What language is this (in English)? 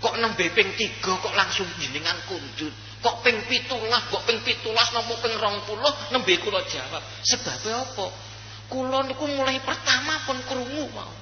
Javanese